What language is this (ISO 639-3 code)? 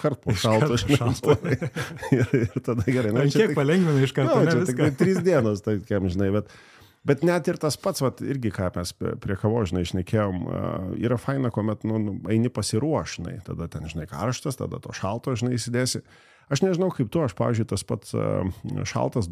lit